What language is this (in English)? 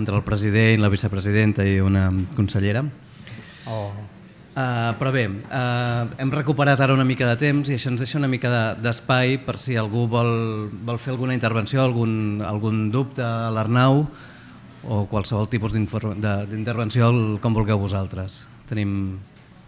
Catalan